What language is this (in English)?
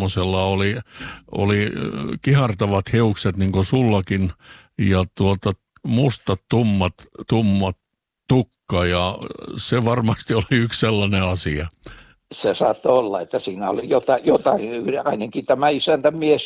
Finnish